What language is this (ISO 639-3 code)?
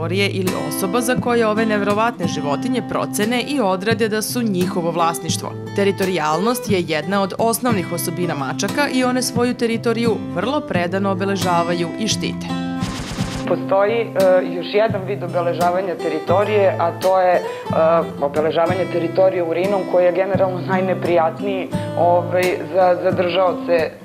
srp